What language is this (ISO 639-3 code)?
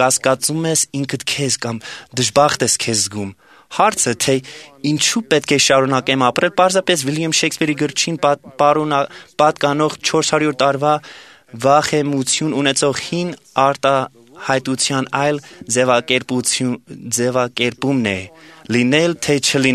hye